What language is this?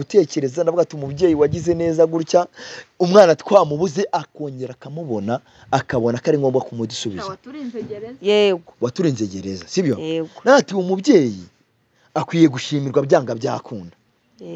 Kinyarwanda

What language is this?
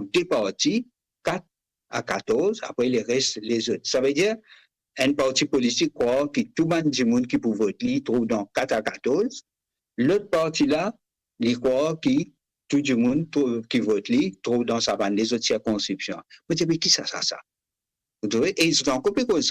Morisyen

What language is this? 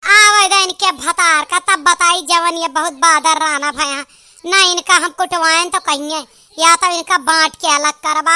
Awadhi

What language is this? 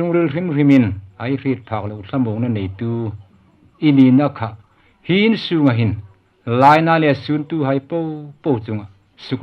Hmar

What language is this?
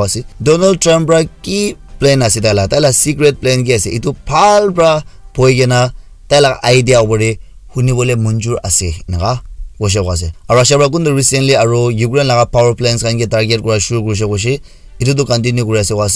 Naga Pidgin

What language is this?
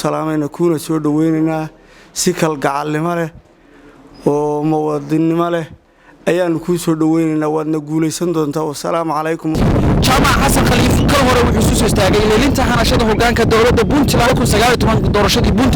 Somali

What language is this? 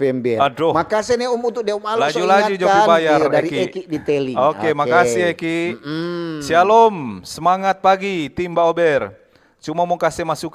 Manado Malay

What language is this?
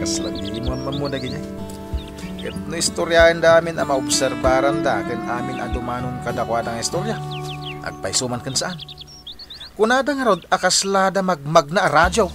Iloko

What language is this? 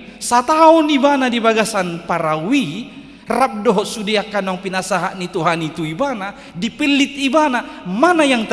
Batak Toba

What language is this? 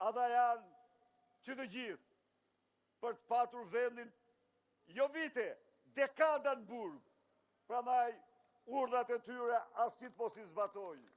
Albanian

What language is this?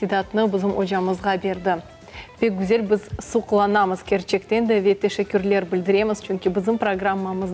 Crimean Tatar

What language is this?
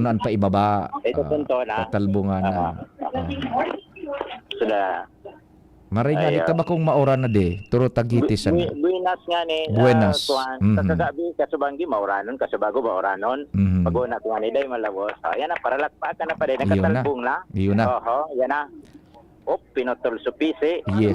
Bikol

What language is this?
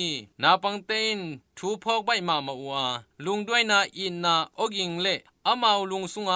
Tedim Chin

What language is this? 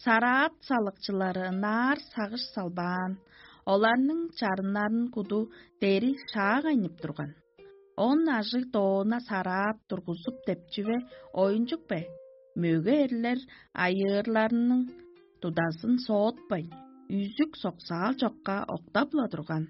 Tuvinian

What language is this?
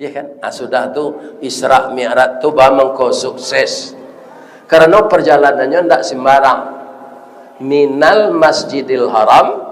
Minangkabau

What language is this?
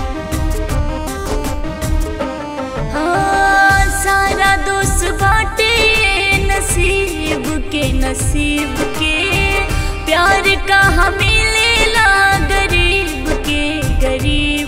Bhojpuri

